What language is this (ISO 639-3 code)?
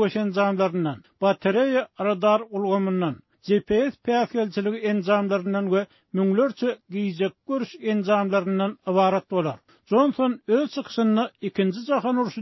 tuk